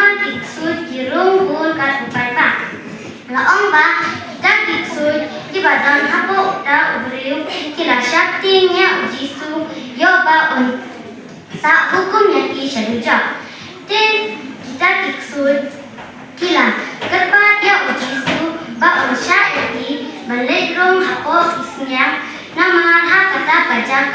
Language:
Khasi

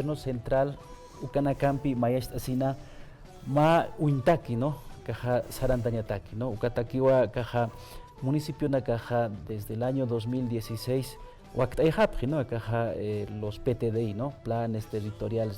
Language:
Aymara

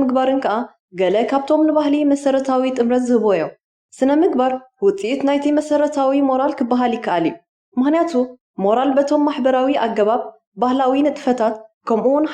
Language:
Tigrinya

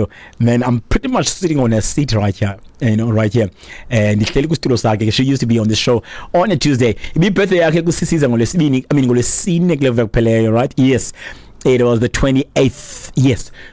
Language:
Xhosa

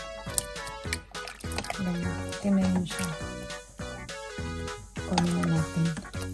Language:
Filipino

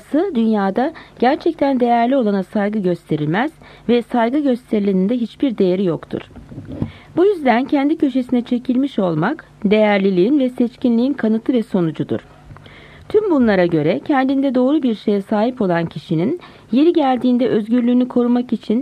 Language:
Turkish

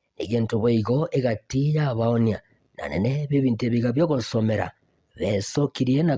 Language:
Gusii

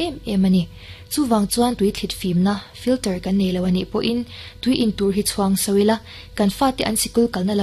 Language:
Mizo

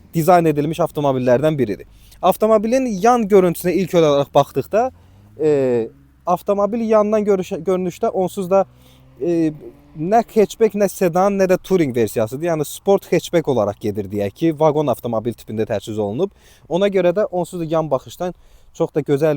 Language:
Azerbaijani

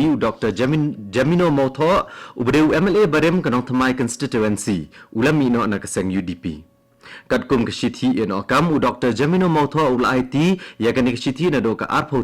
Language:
Khasi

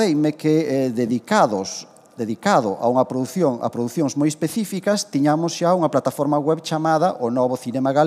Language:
Galician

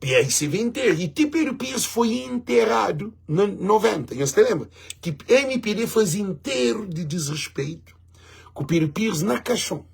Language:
Kabuverdianu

